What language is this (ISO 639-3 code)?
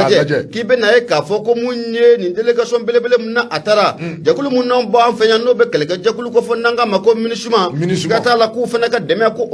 bam